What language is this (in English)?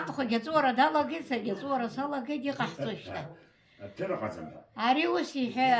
Abkhazian